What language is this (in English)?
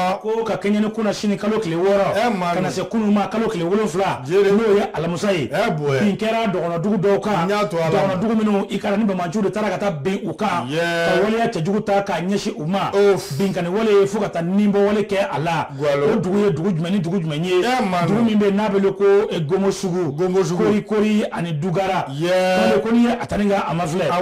Bambara